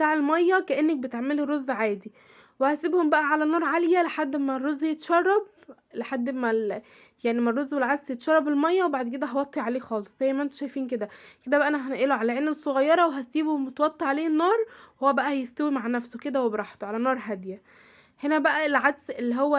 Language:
Egyptian Arabic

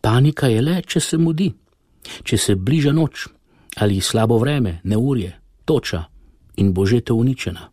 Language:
Slovenian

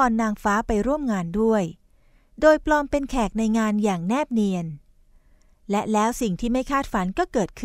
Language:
Thai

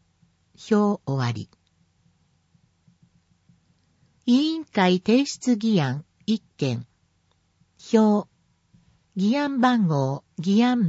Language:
Japanese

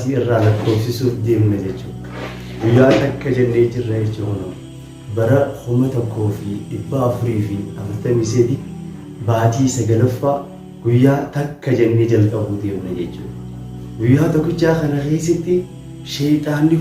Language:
Oromo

